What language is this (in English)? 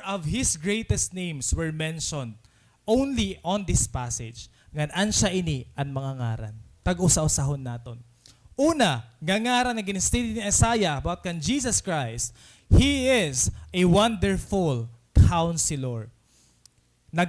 Waray